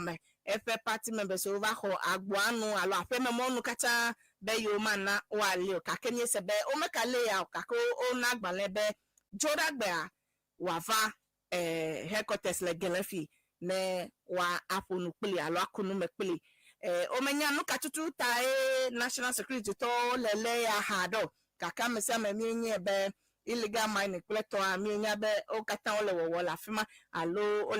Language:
Ewe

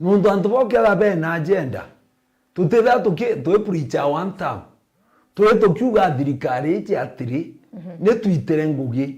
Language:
Meru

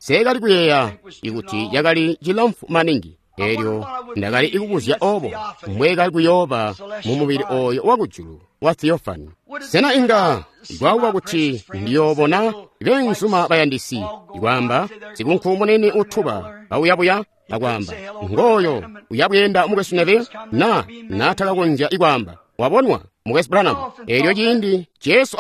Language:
Tonga (Zambia)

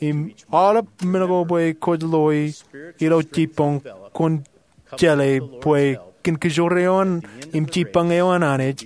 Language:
Marshallese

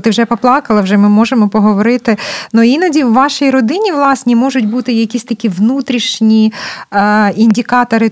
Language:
Ukrainian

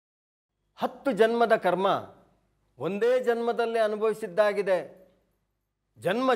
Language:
Kannada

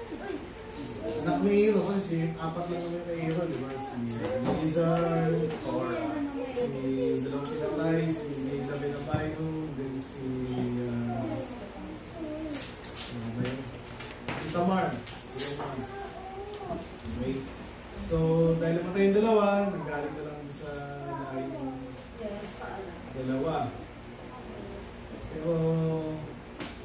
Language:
Filipino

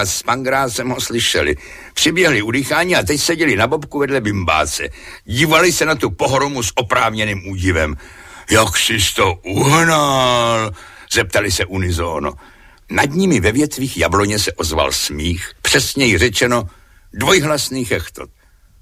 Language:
Czech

